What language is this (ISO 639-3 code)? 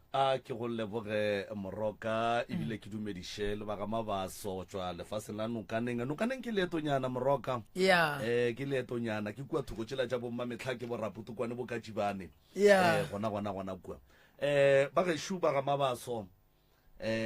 nso